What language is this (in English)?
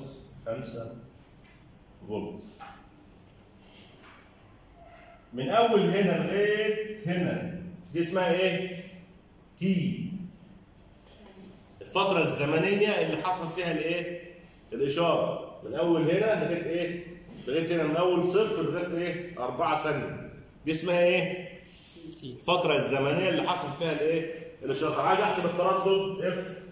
Egyptian Arabic